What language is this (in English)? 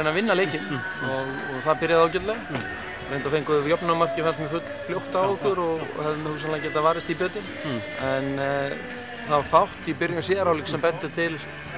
Icelandic